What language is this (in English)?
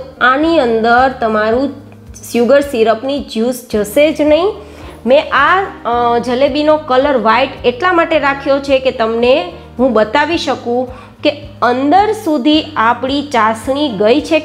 Gujarati